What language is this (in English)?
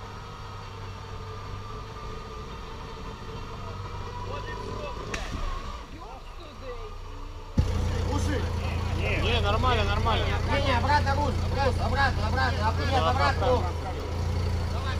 Russian